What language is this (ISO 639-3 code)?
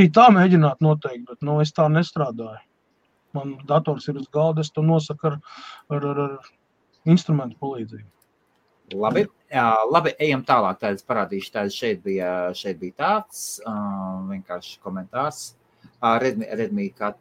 lav